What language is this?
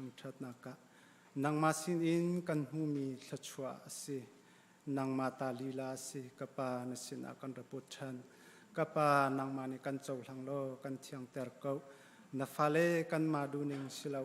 Hakha Chin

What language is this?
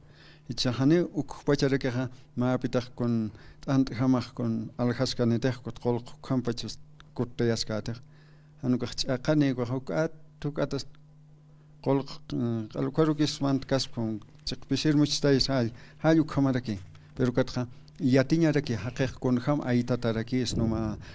Aymara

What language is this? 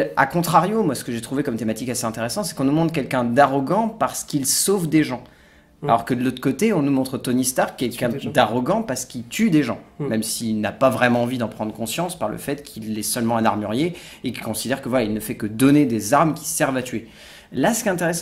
French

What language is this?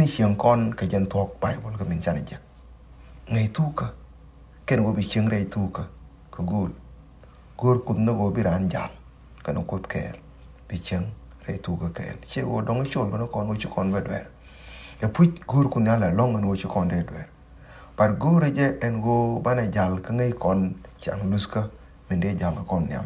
Nuer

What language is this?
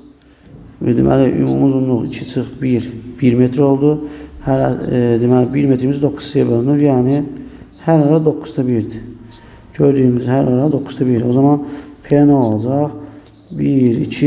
Azerbaijani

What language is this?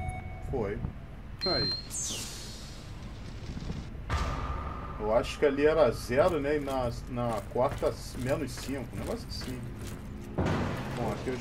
Portuguese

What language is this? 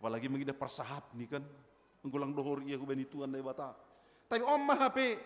Batak Simalungun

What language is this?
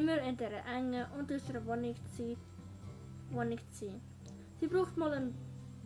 Swiss German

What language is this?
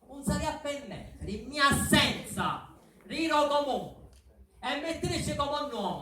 Sicilian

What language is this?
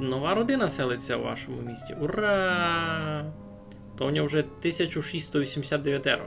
Rusyn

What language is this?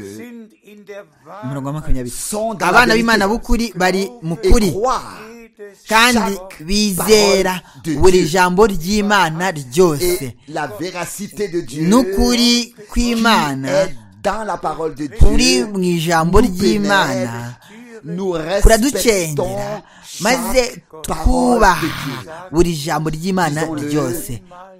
Kinyarwanda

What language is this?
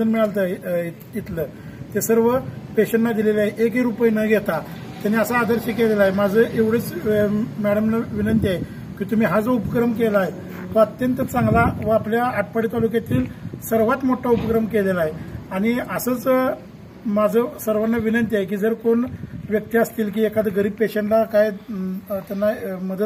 Marathi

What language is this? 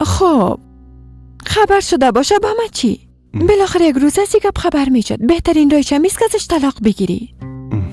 Persian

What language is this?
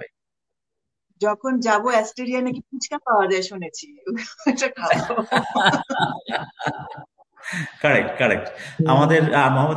Bangla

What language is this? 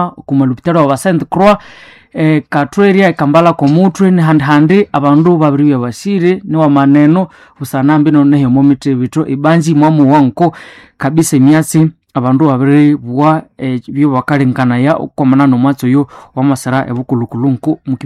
Nande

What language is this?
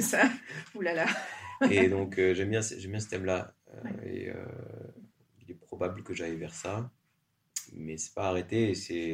French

